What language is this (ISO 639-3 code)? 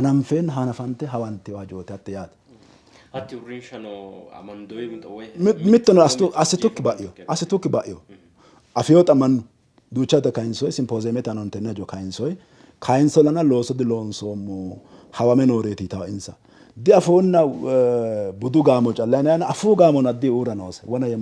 sid